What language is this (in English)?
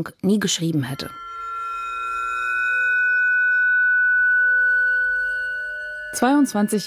German